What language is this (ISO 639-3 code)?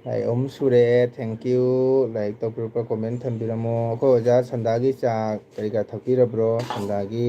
mni